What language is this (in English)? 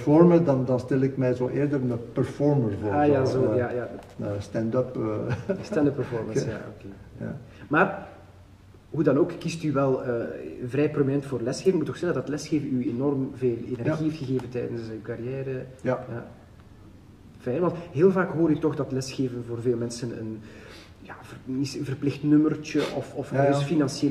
Dutch